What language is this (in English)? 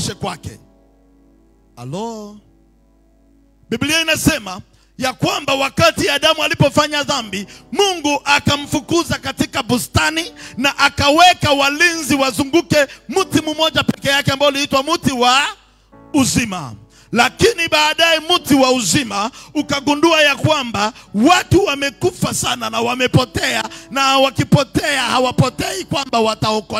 Swahili